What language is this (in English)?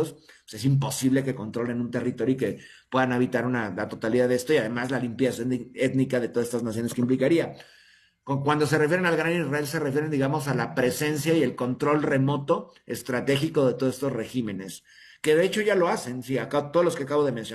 Spanish